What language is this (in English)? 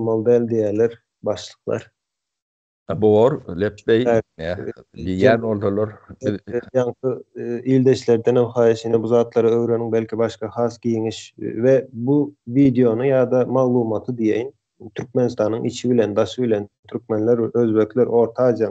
Turkmen